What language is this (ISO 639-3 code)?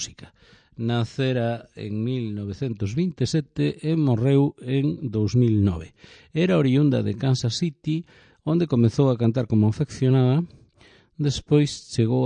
glg